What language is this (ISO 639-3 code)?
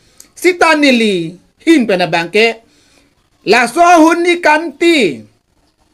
mjw